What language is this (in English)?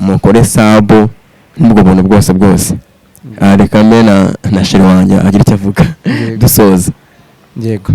Kinyarwanda